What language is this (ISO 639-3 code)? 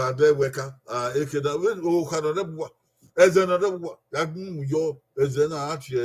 bin